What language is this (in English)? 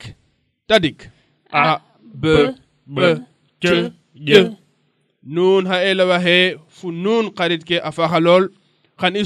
Serer